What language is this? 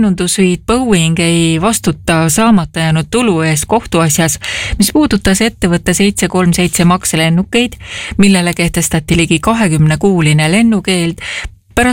Estonian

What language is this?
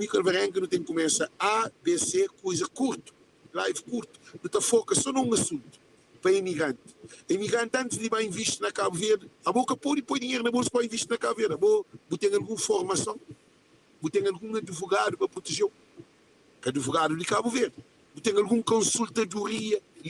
Kabuverdianu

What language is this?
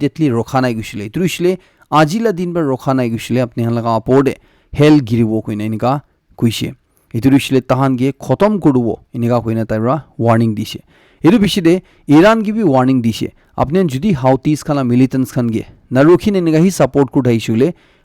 Naga Pidgin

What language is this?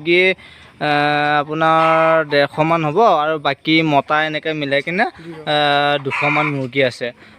Assamese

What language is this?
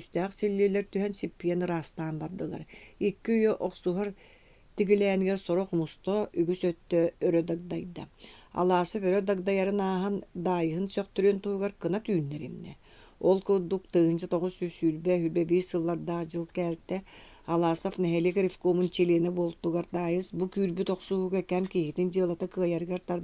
Yakut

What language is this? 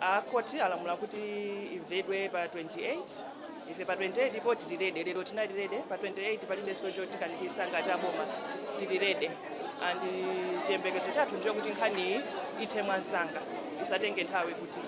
Nyanja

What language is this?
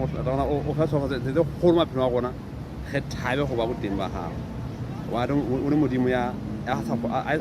Southern Sotho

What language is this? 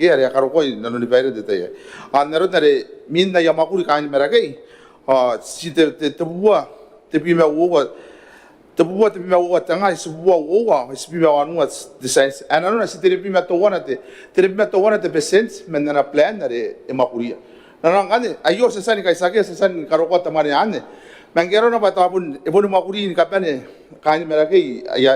Gilbertese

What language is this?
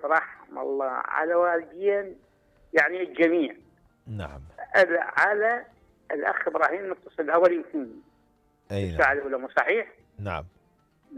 Mesopotamian Arabic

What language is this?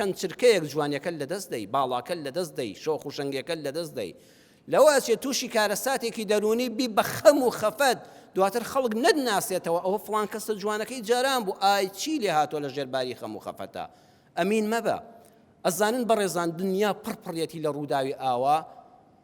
Central Kurdish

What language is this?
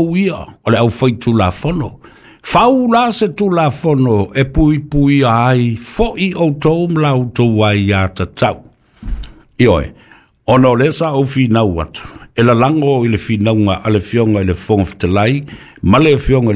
Samoan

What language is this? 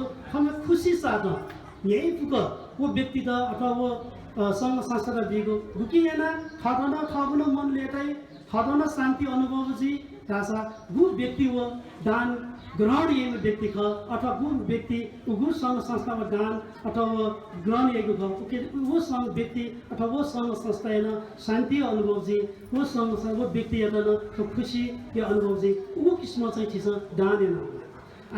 Newari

